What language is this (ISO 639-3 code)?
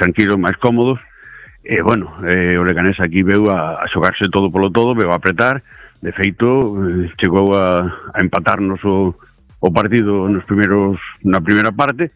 glg